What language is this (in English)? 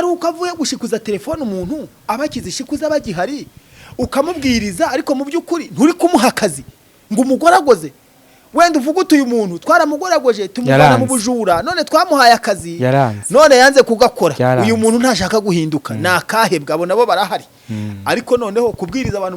Kinyarwanda